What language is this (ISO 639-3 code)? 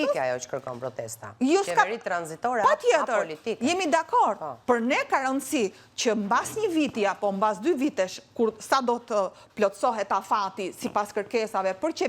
sqi